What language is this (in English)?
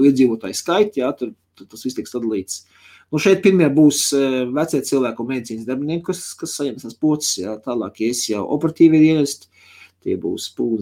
Latvian